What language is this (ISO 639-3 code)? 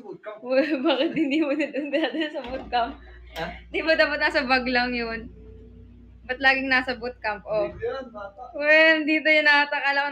fil